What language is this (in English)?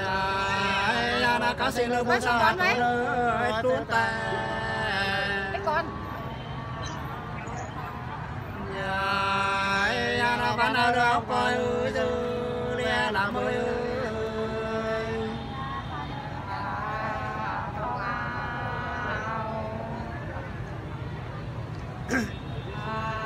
Vietnamese